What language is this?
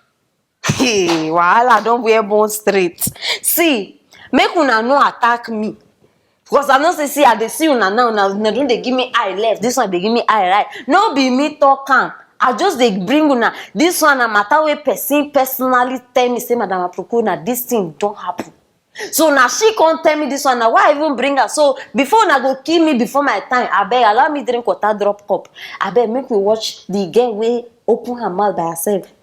Nigerian Pidgin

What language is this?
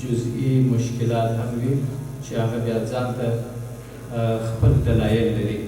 Pashto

